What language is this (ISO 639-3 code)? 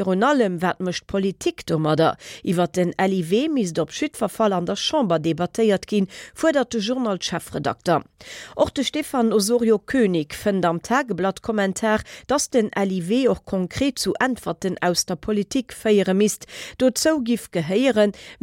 ltz